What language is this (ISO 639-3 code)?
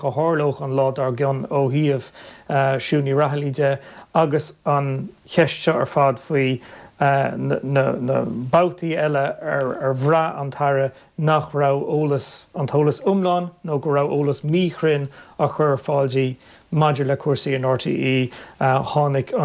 gle